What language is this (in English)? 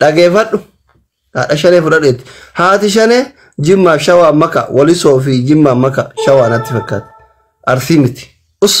Oromo